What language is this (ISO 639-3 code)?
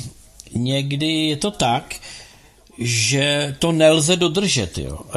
ces